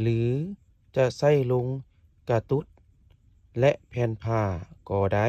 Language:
Lao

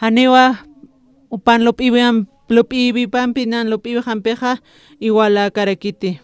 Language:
Aymara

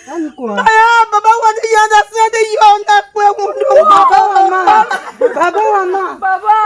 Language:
Tiv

